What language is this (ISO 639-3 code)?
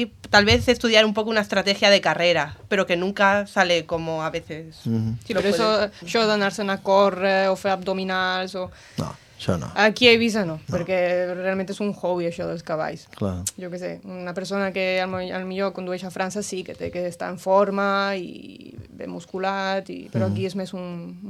cat